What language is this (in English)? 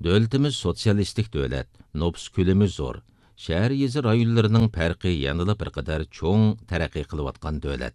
Uyghur